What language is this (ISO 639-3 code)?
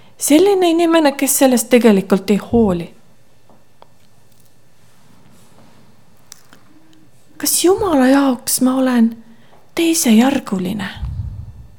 est